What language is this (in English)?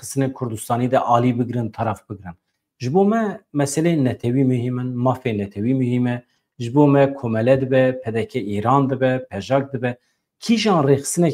Kurdish